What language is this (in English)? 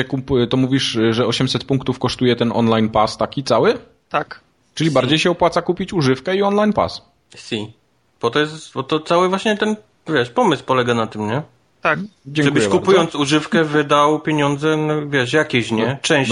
Polish